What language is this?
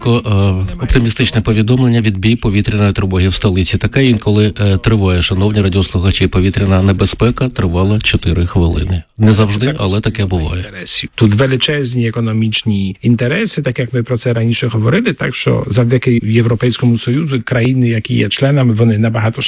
Ukrainian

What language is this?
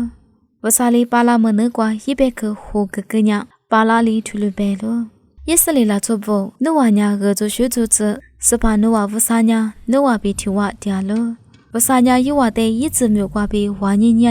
Lisu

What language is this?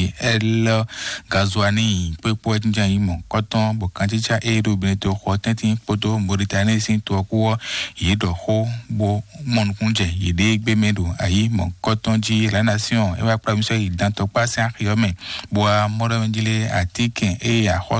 Fon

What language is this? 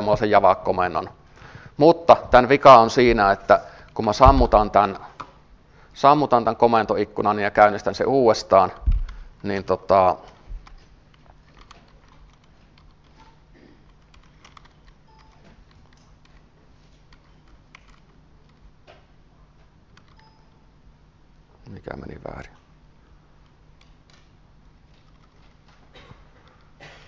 Finnish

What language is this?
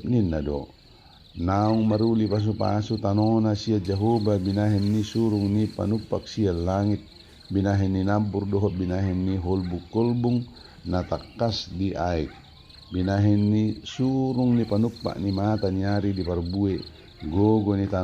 Batak Toba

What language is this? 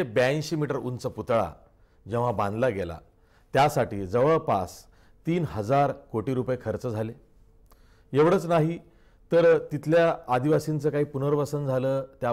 Marathi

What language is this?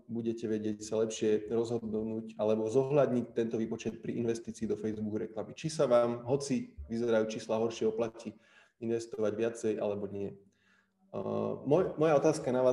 Slovak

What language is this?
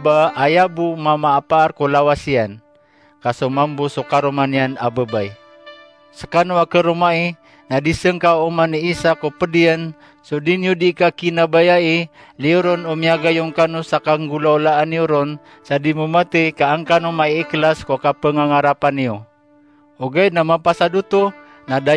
Maranao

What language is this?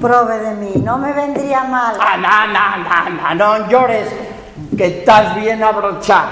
Asturian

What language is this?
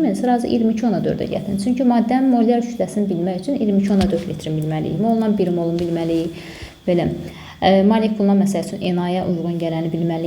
Azerbaijani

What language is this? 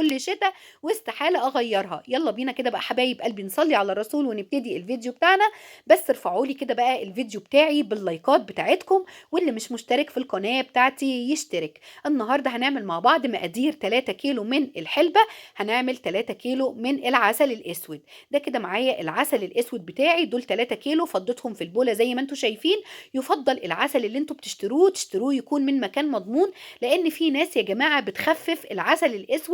Egyptian Arabic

